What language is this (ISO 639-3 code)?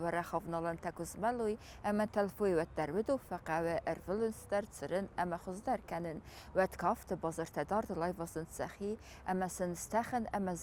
oss